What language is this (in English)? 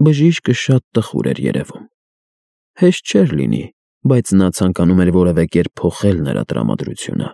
Armenian